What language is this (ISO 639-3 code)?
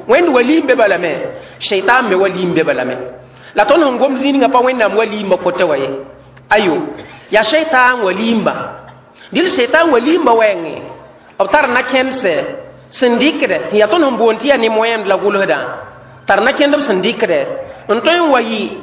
mos